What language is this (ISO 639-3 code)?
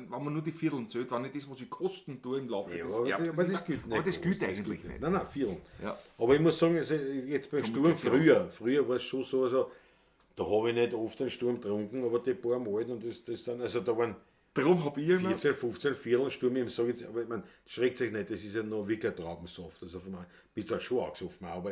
bar